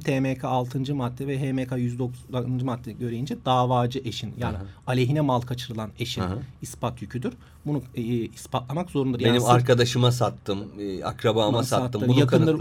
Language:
Turkish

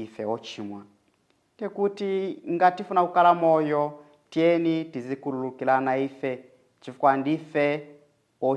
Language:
Nyanja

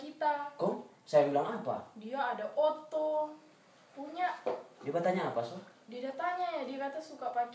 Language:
Manado Malay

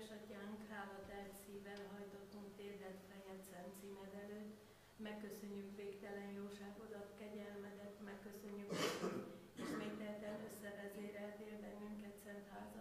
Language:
Hungarian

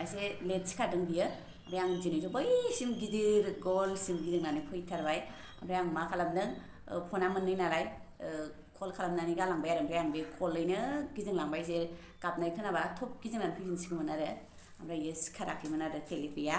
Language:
Bodo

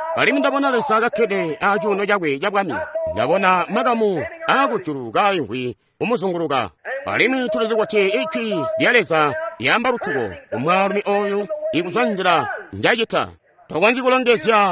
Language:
Tonga (Zambia)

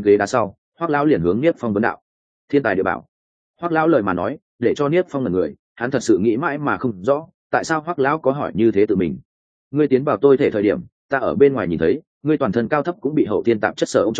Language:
Vietnamese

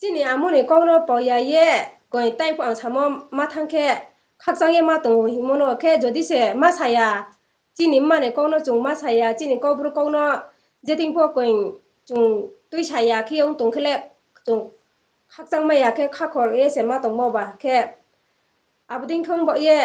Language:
Riang (India)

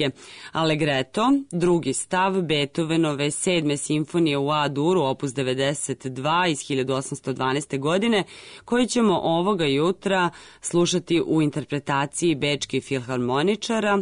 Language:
Serbian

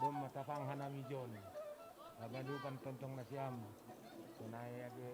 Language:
Batak Simalungun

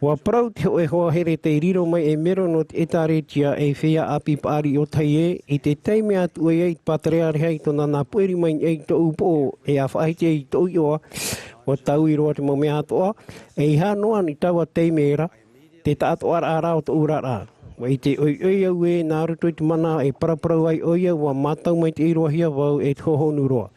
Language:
Tahitian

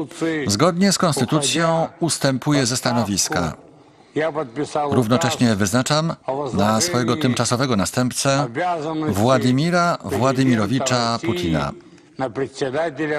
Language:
Polish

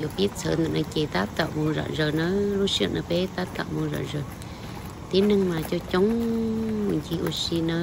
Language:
Hmong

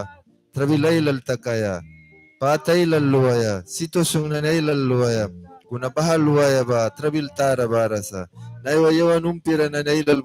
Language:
Mískito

